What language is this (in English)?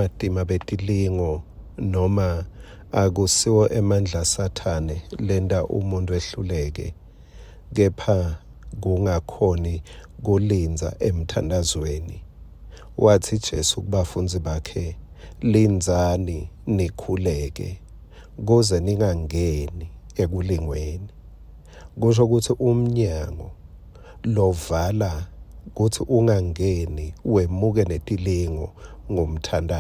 Swati